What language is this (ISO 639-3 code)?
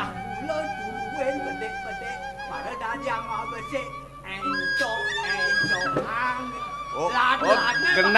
ban